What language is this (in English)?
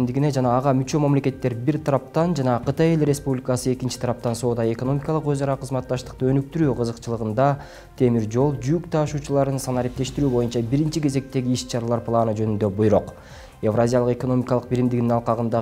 Kyrgyz